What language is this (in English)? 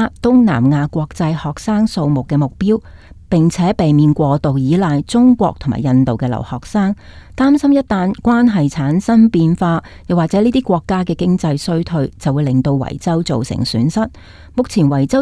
Cantonese